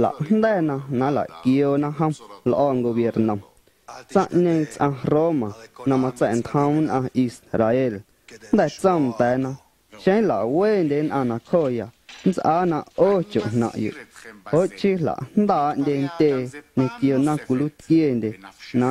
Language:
Guerrero Amuzgo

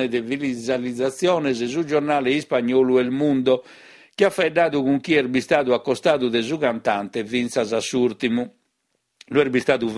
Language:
Sardinian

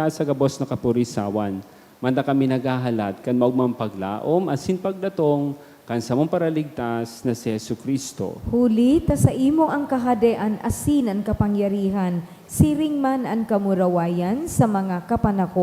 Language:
Bikol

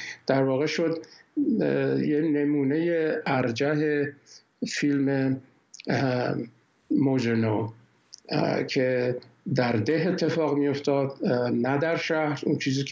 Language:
Persian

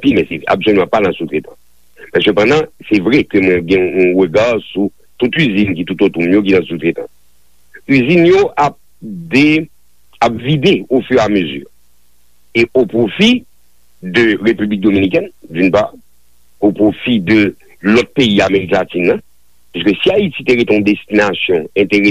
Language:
Haitian Creole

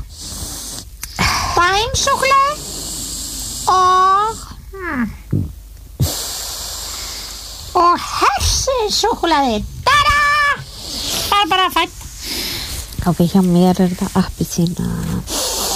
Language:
Icelandic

